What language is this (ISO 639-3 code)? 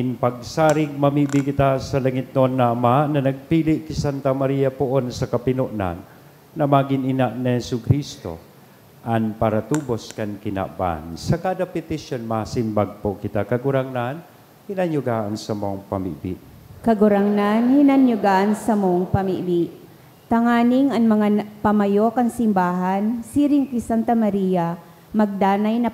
bik